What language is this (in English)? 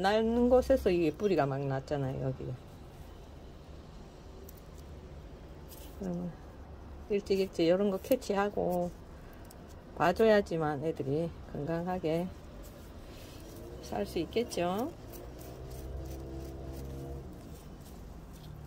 Korean